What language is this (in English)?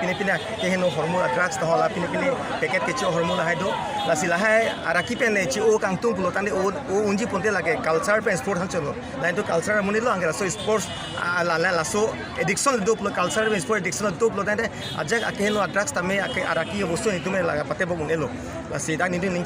Karbi